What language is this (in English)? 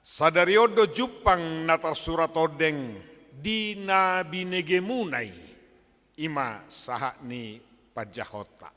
Batak Toba